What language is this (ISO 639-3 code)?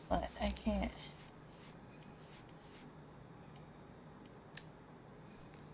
eng